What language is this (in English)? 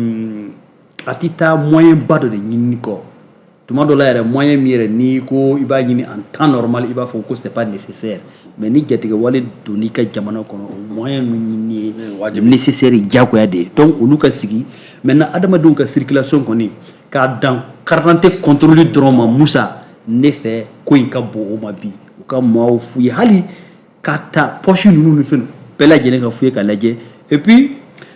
Bambara